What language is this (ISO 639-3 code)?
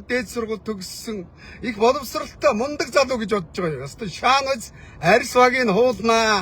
mon